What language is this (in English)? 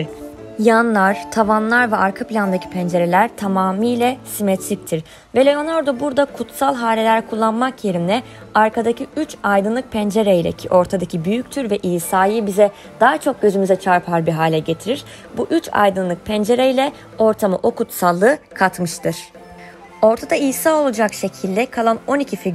Turkish